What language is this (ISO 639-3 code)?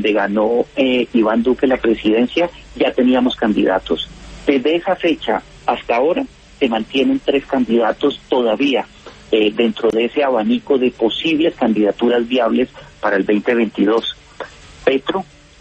spa